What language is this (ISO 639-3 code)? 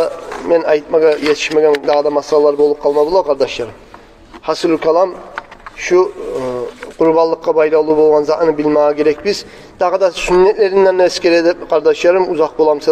kum